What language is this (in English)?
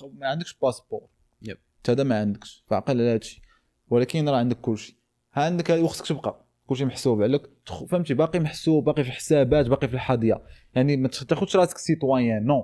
Moroccan Arabic